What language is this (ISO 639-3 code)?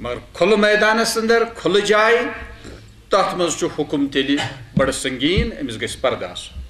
kas